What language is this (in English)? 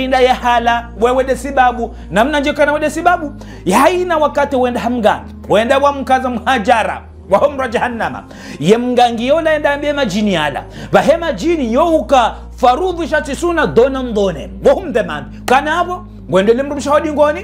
Ngazidja Comorian